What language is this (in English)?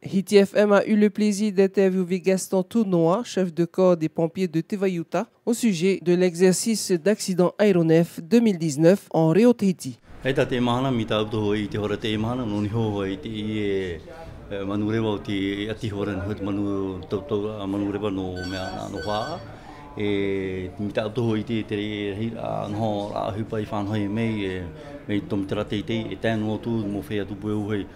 Tahitian